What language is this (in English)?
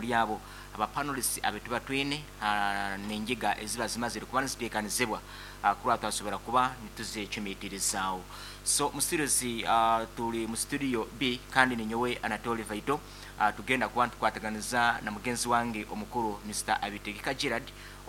Nyoro